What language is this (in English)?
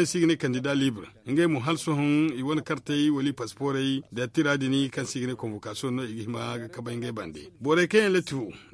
Zarma